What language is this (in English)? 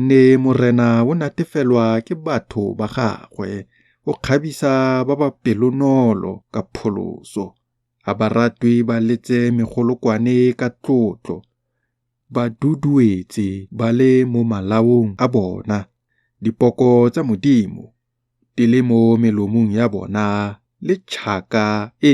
Tswana